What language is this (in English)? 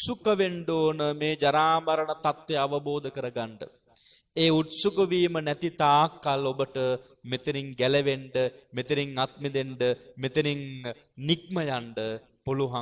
Sinhala